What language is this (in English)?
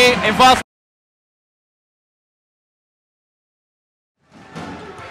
Icelandic